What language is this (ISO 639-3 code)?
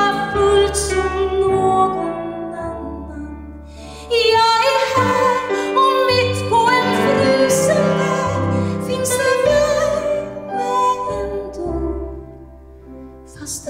swe